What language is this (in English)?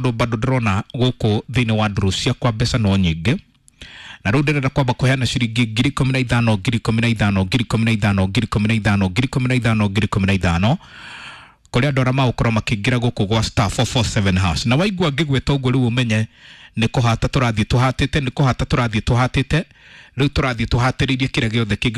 Kikuyu